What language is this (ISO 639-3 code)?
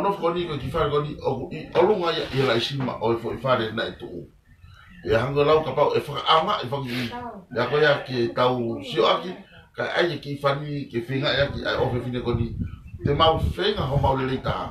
ton